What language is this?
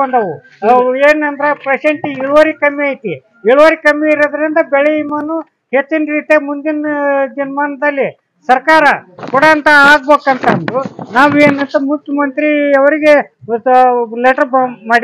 Kannada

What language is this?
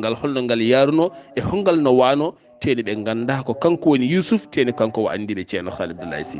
Fula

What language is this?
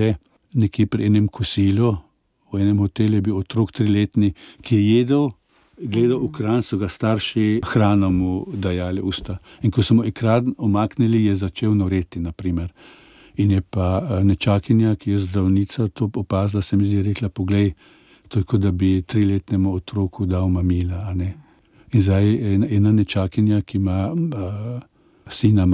Slovenian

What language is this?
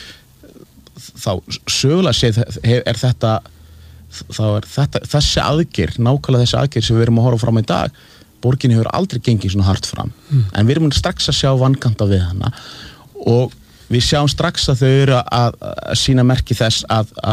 Icelandic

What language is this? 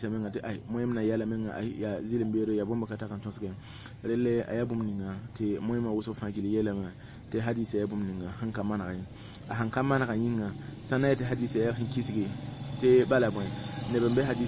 Mossi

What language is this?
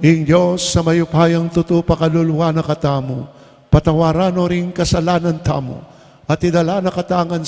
Pampanga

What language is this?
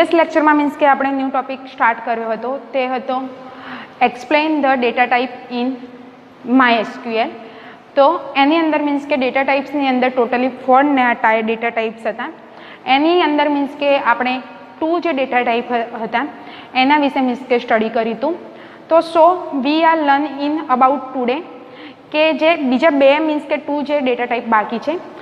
Gujarati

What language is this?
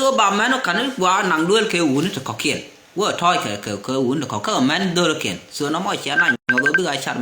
Nuer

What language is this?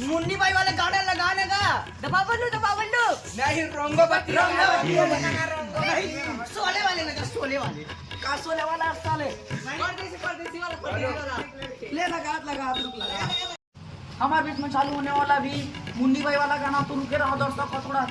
Chhattisgarhi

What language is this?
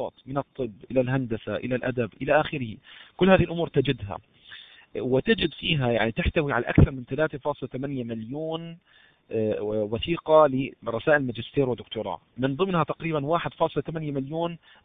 Arabic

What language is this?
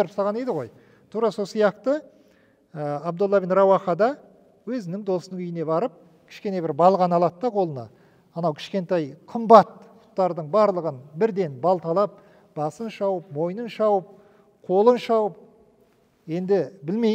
Kazakh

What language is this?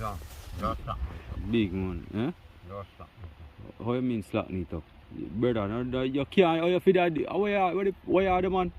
Jamaican Creole English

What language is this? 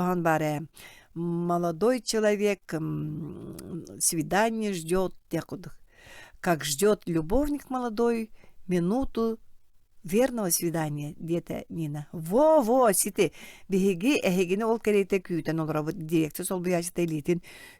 Yakut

